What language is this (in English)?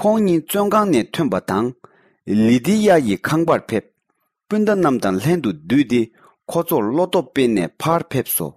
Tibetan